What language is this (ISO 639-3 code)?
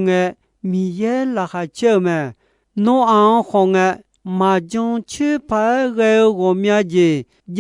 ahk